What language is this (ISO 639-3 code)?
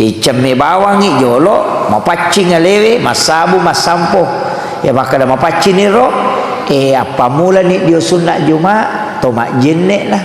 bug